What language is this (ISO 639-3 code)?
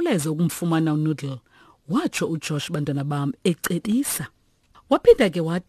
xho